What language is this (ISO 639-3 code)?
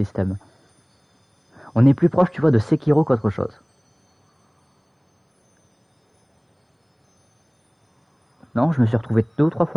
fra